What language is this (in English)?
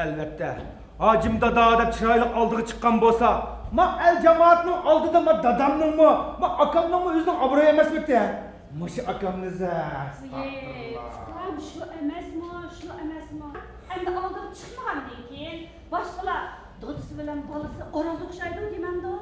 Uyghur